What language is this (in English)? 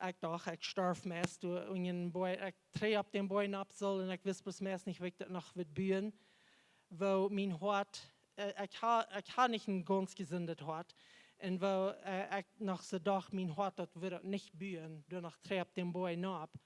Plautdietsch